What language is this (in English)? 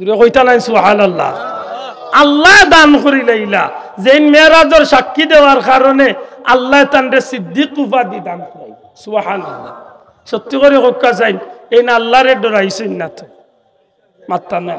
Sylheti